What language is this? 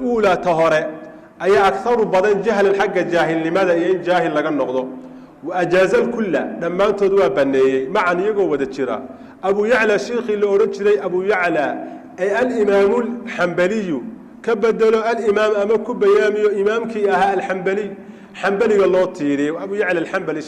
Somali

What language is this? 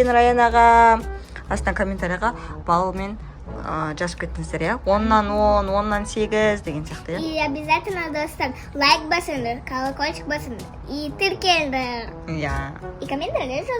Kazakh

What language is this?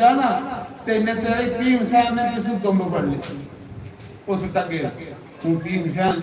Dogri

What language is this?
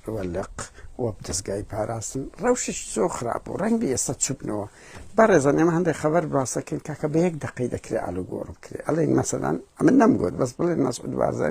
Central Kurdish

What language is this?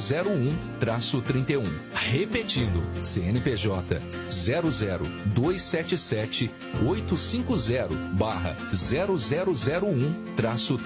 Portuguese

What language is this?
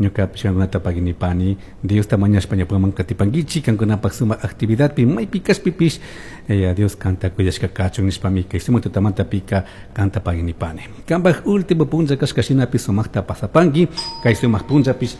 Chimborazo Highland Quichua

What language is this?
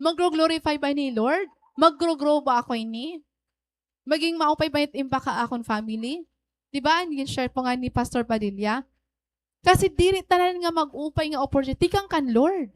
Waray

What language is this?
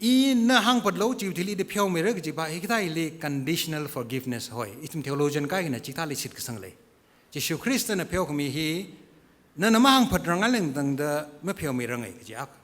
Tangkhul Naga (India)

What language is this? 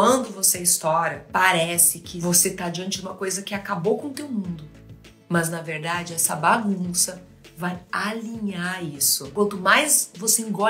Portuguese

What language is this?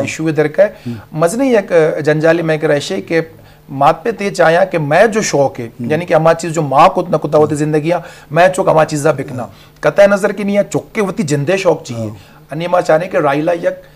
Eastern Balochi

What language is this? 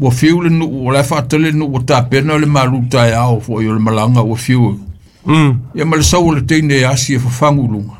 Samoan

